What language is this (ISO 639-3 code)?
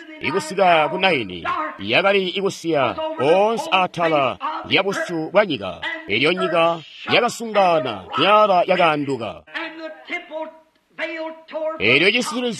toi